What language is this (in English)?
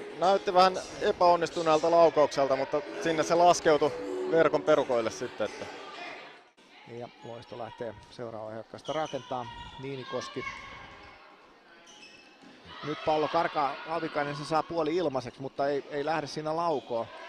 Finnish